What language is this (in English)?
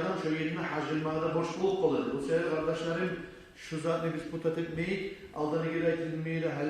Kumyk